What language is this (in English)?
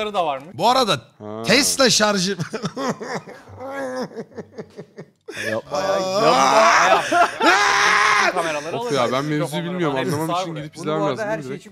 Turkish